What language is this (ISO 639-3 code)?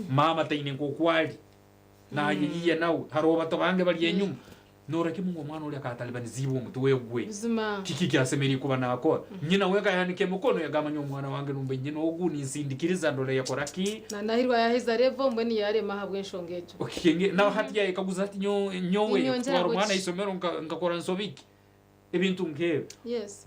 nyn